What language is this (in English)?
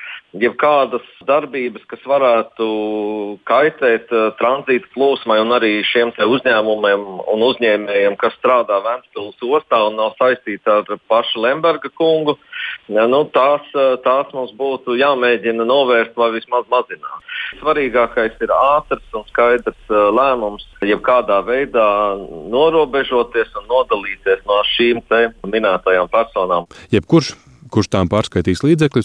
Latvian